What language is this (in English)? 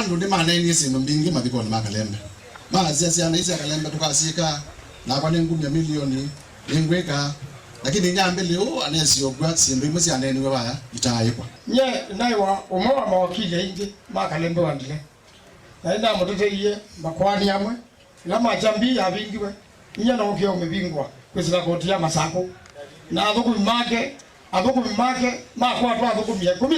Kamba